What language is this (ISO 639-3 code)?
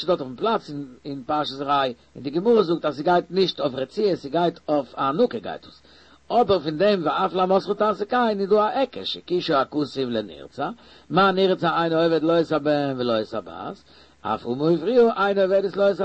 yid